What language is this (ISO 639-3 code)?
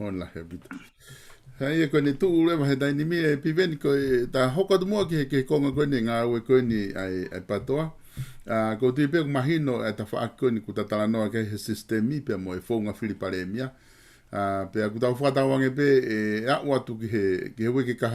ton